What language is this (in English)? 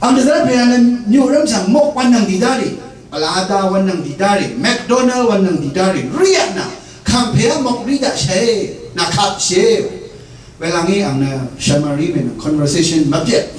Rawang